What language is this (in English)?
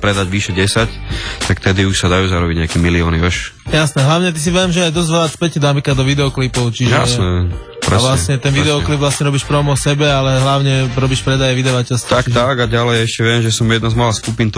Slovak